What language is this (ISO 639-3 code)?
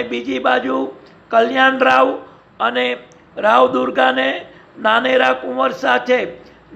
guj